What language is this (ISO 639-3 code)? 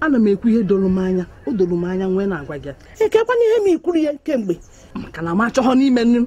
ibo